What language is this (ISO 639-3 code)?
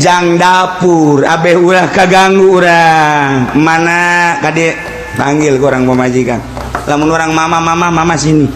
sun